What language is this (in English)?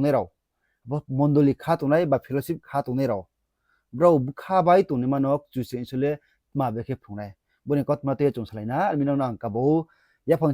Riang (India)